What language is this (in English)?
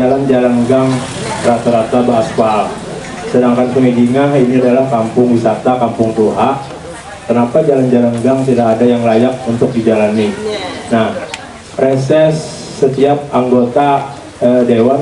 Banjar